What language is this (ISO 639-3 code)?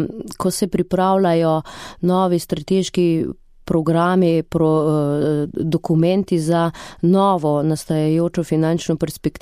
slv